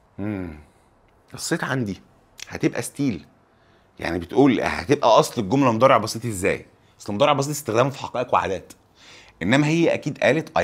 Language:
Egyptian Arabic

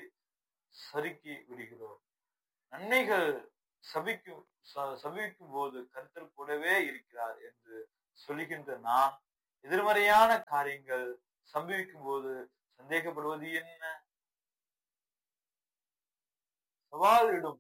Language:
Tamil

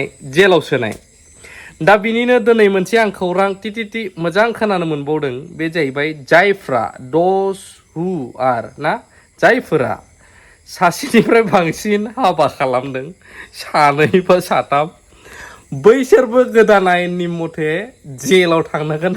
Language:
Bodo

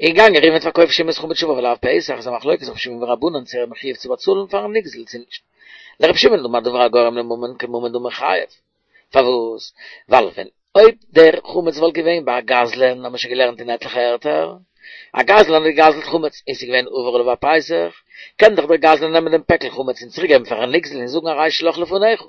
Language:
Yiddish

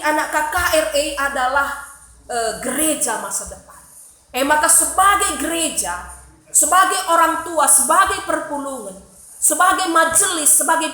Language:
Batak Karo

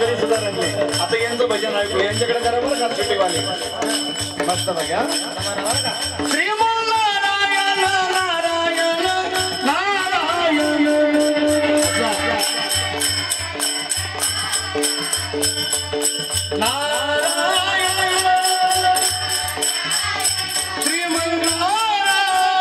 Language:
Marathi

